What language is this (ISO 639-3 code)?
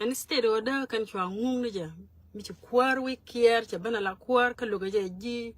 nus